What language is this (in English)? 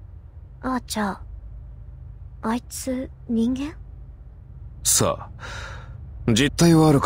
Japanese